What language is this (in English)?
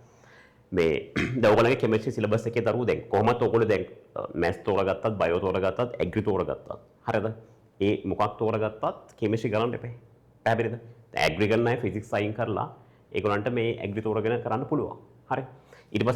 Sinhala